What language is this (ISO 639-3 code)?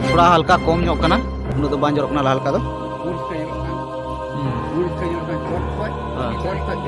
sat